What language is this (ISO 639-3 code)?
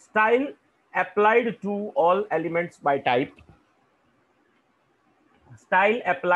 guj